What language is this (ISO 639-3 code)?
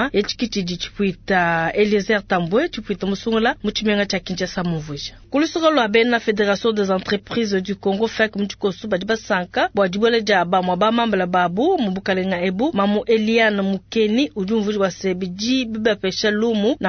lua